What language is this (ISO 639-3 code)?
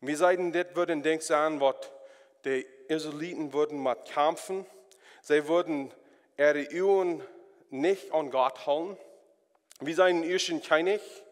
pdt